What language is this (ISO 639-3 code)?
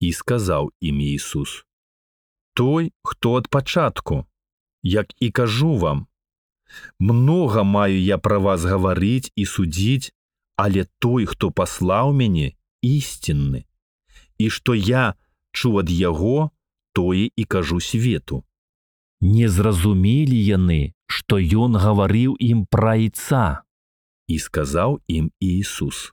bel